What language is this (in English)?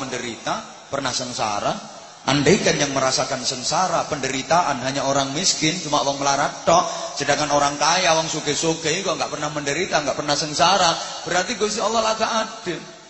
Javanese